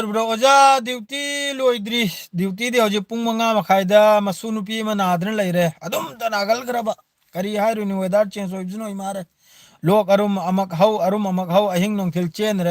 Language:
Manipuri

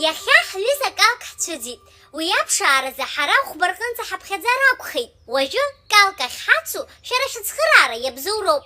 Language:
Abkhazian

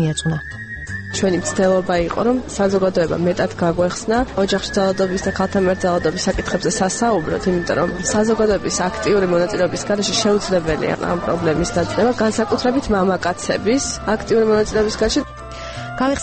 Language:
Georgian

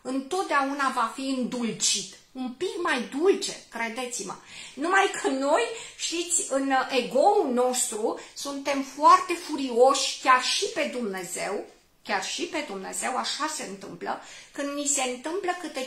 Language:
Romanian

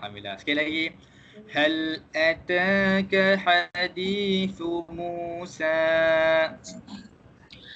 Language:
Malay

